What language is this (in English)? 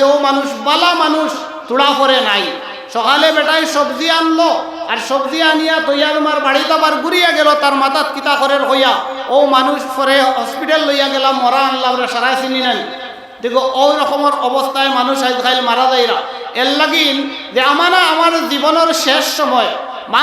Sylheti